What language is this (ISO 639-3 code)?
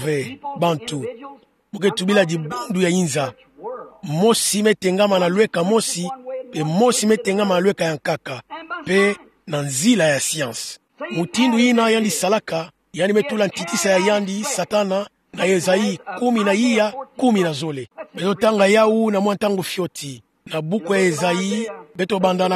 ktu